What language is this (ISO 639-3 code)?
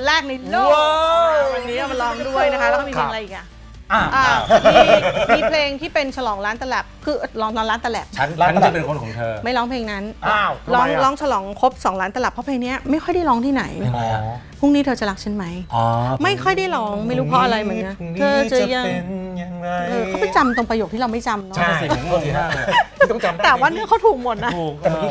tha